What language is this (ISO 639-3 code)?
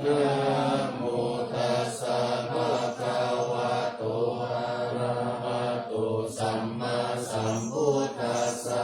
pli